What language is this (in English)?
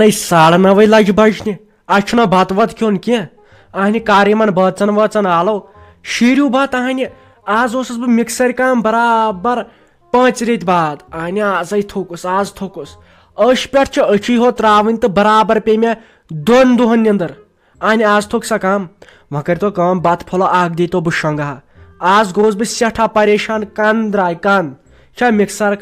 Kashmiri